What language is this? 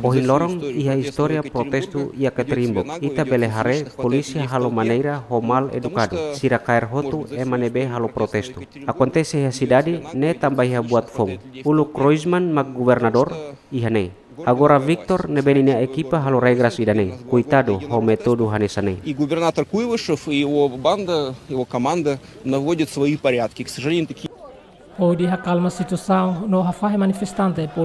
Tetum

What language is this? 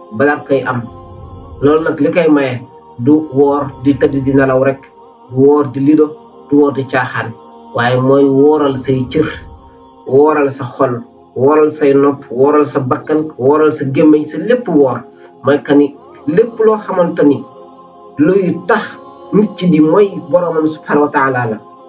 Wolof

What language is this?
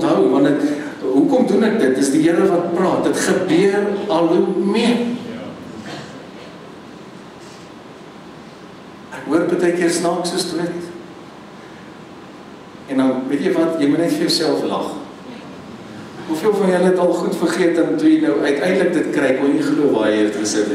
Afrikaans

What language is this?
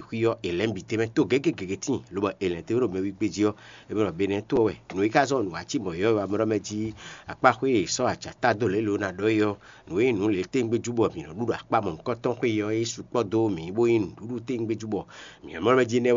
Fon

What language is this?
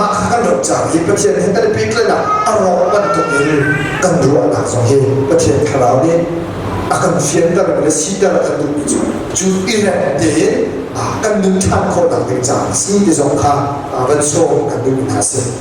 Hakha Chin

